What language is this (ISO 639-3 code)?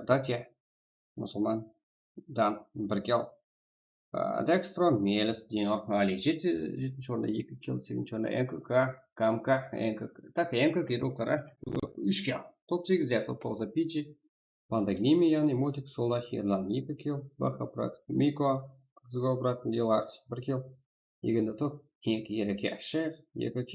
kaa